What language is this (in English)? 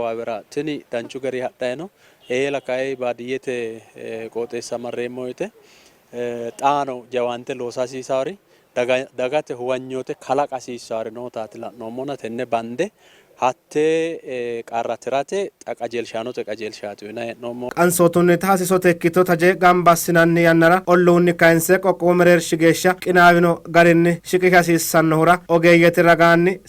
Sidamo